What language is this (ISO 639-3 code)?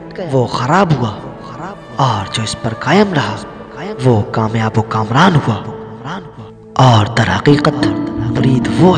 urd